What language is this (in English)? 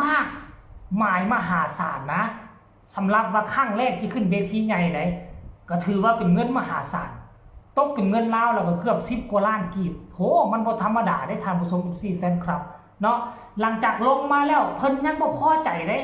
Northeastern Thai